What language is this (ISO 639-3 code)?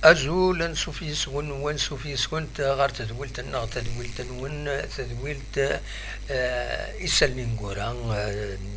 kab